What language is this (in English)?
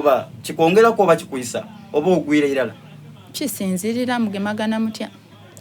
Soga